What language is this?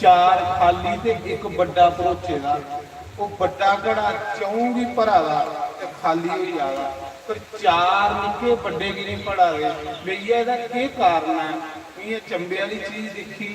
Dogri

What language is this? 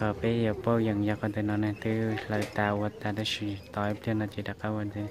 Hmong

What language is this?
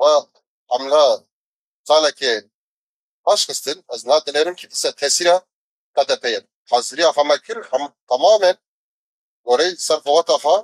Kurdish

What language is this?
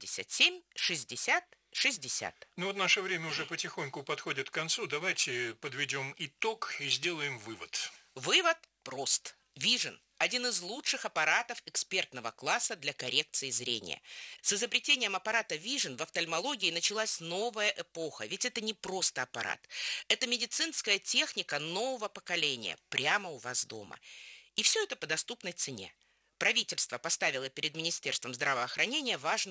Russian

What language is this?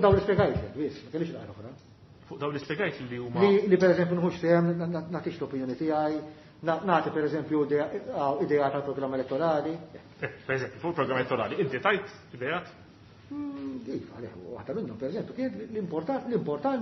Maltese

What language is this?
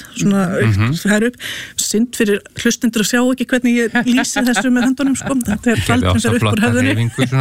Icelandic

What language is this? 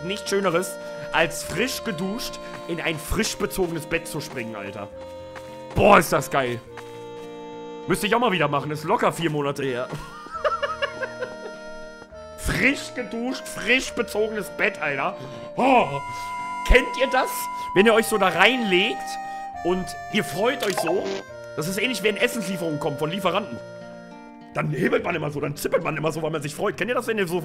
German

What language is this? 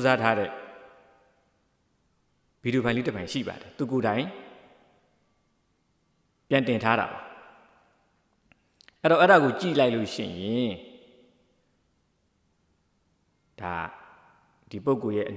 Burmese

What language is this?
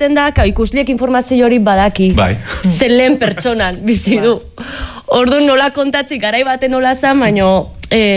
Basque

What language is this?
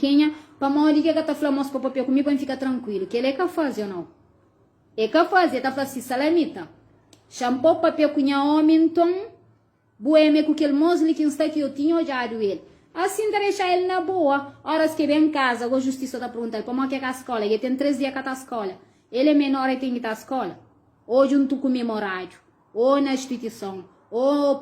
Kabuverdianu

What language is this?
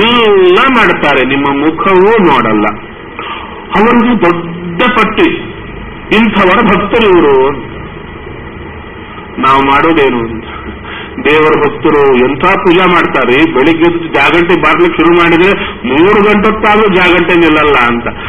Kannada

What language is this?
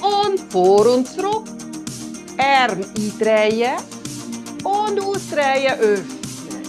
Swiss German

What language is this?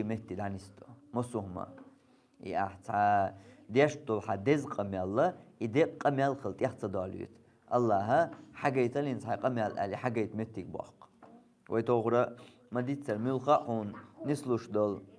Chechen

